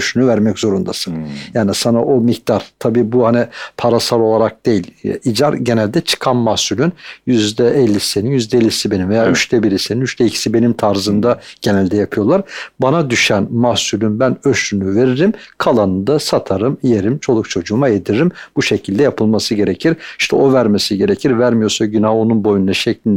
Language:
Turkish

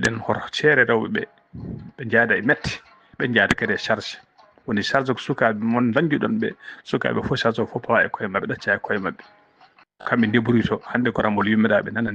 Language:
Fula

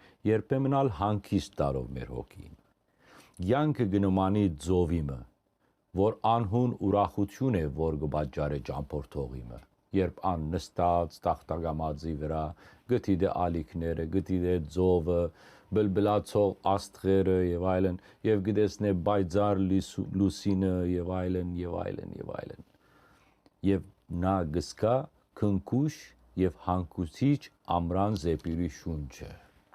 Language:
Western Armenian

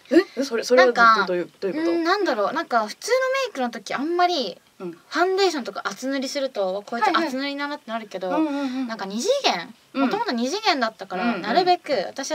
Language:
Japanese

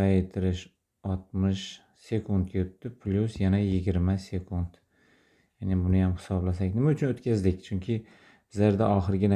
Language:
Uzbek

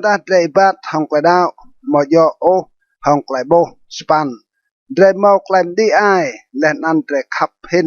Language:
Rade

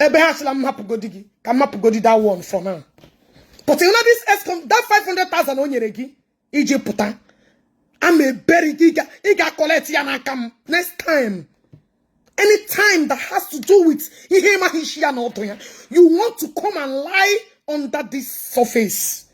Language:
Igbo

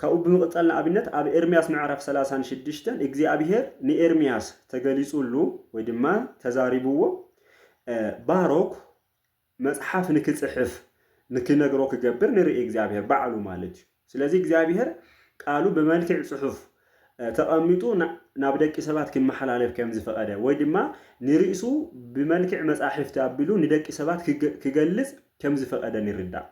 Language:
Tigrinya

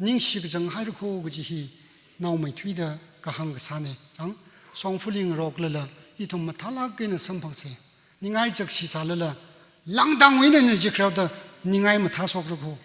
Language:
Tangkhul Naga (India)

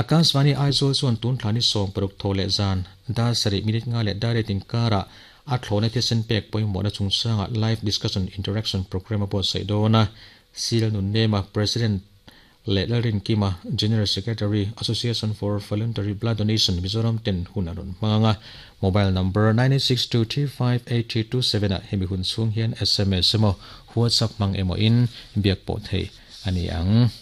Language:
Mizo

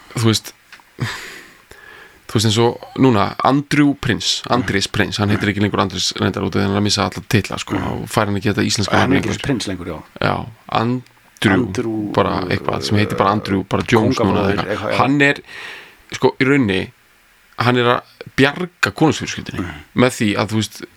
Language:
Icelandic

